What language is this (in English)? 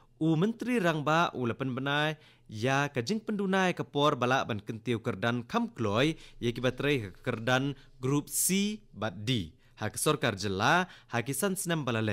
Khasi